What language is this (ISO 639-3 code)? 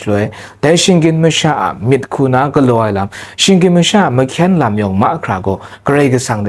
kac